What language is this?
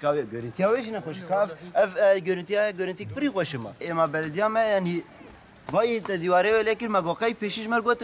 Kurdish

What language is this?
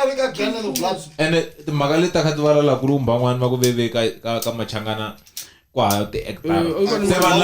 Tsonga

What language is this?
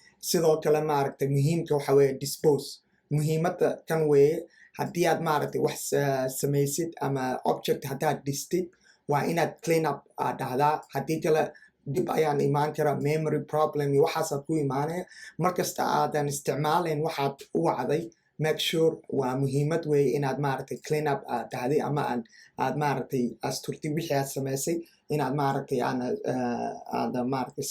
Somali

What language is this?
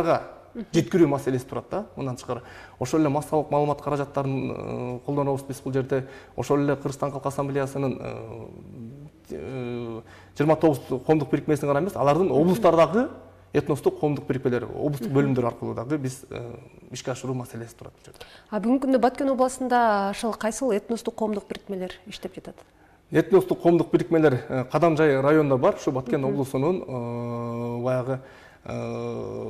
Kyrgyz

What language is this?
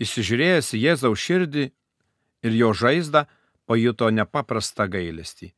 Lithuanian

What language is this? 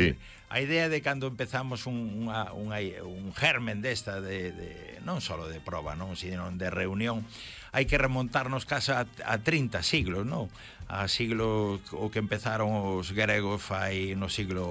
Galician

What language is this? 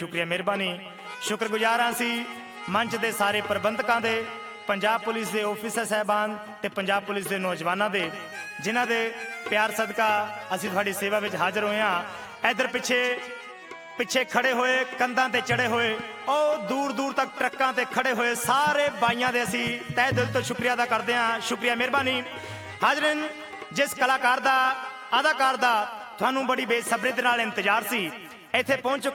Punjabi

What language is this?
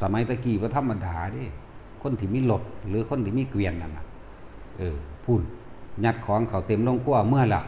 Lao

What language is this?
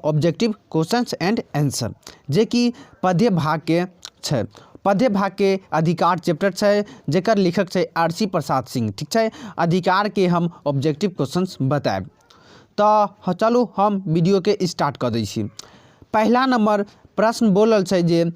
Maithili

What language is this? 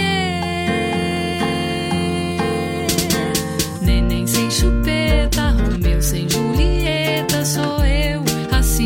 Portuguese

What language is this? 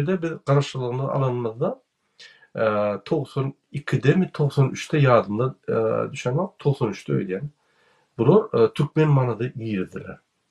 Turkmen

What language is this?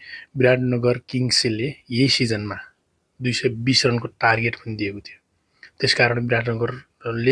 Nepali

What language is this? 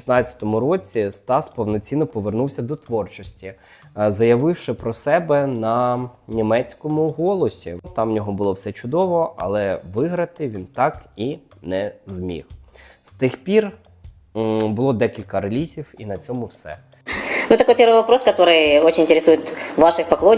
Ukrainian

